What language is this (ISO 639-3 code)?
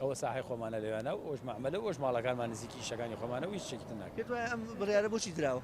ckb